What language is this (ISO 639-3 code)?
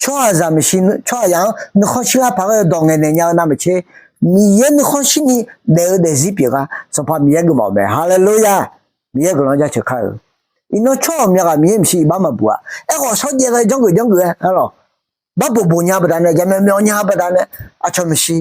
ahk